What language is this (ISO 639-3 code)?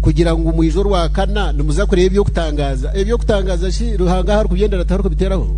nyn